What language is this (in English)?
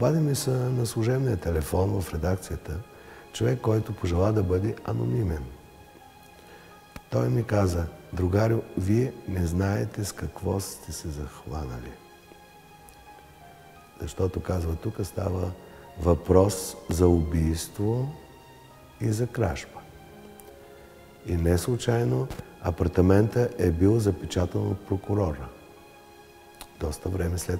Bulgarian